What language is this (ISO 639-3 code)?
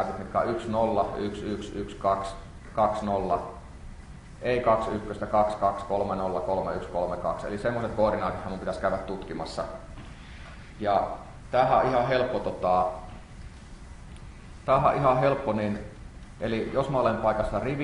fin